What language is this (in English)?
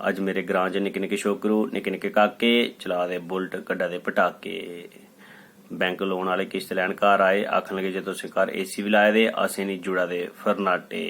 Dogri